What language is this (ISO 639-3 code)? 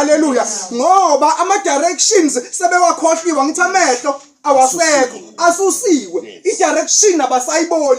zul